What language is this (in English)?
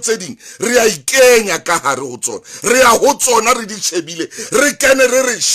Southern Sotho